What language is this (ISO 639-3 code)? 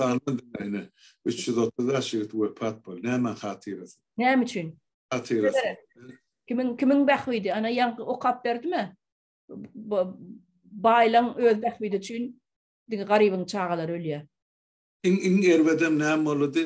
tuk